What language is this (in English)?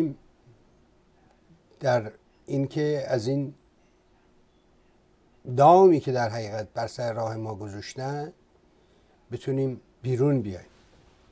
Persian